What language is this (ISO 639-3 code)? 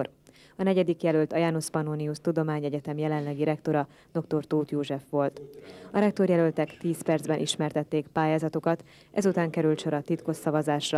hun